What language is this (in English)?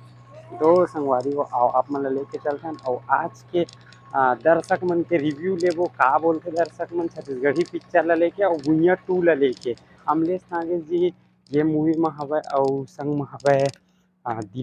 Chhattisgarhi